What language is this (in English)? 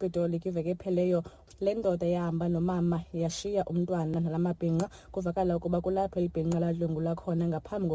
Xhosa